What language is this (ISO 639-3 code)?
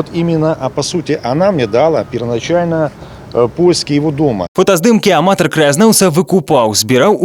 bel